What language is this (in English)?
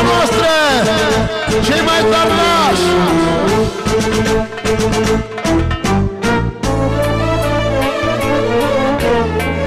Romanian